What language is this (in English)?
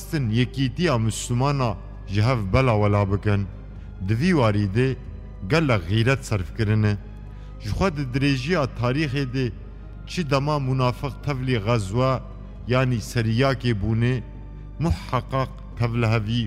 Kurdish